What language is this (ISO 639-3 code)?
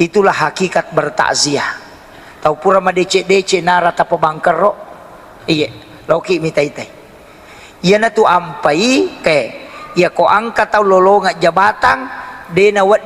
bug